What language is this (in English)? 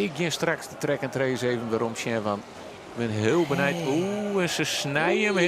Western Frisian